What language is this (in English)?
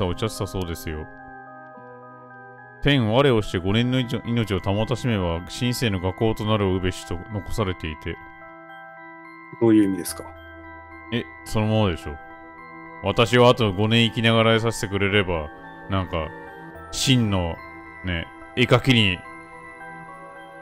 Japanese